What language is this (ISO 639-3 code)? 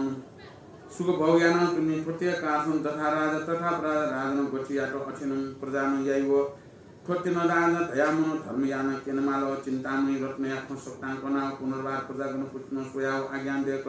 new